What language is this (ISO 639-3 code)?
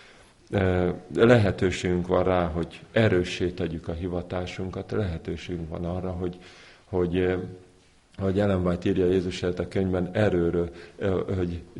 hun